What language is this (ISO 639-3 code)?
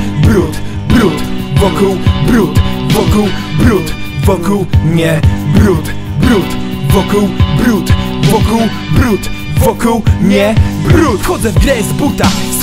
pol